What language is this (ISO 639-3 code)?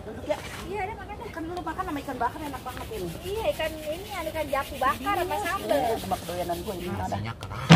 bew